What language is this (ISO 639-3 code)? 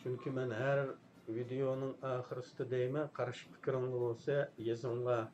uig